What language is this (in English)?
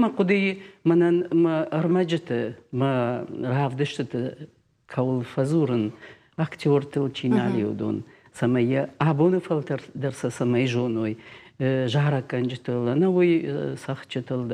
Ossetic